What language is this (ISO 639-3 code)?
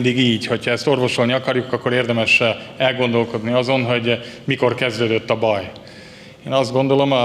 hun